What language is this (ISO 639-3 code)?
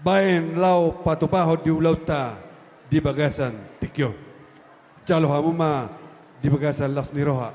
bbc